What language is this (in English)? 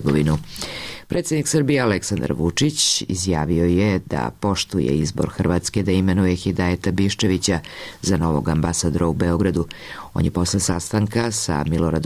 Serbian